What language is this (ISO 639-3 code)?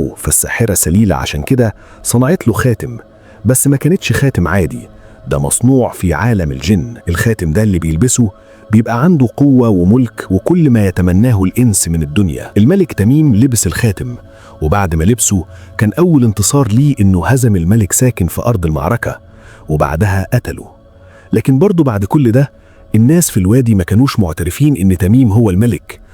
arz